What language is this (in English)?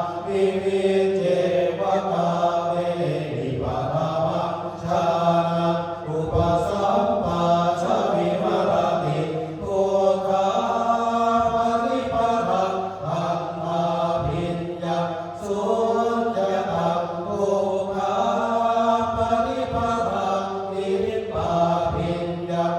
Pali